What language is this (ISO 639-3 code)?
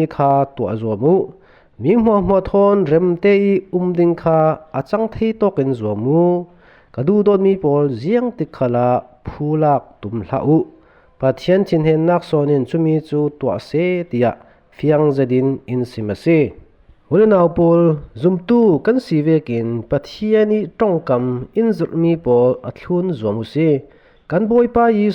cfm